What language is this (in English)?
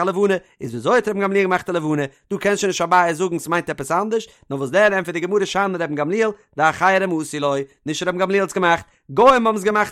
Yiddish